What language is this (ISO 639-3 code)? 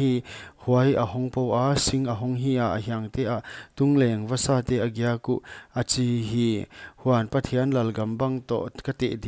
pck